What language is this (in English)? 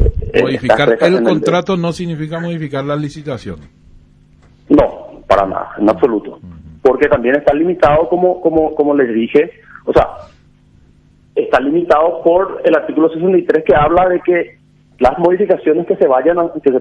Spanish